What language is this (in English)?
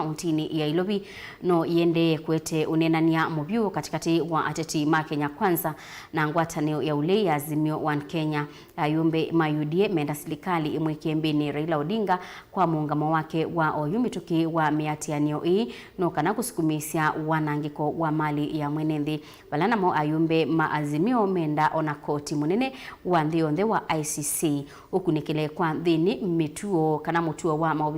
Kamba